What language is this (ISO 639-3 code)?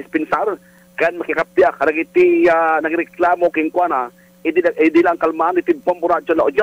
ilo